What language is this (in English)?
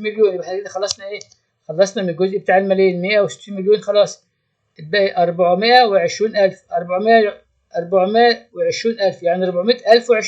Egyptian Arabic